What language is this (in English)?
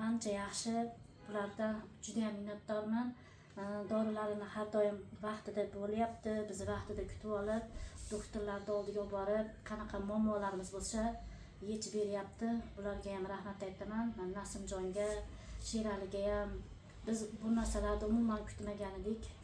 Uzbek